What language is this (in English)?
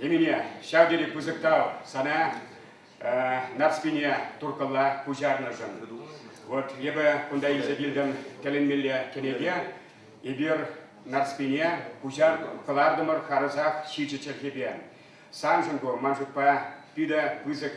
Chuvash